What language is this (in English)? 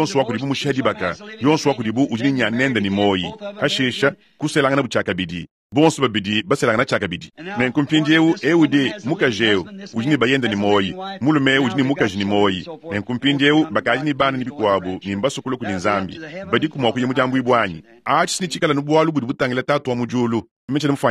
Luba-Lulua